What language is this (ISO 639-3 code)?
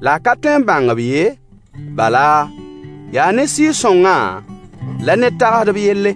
mos